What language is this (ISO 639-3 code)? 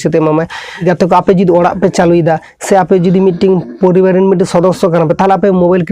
sat